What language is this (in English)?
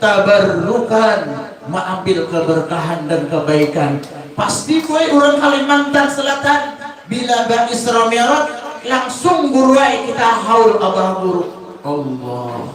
Banjar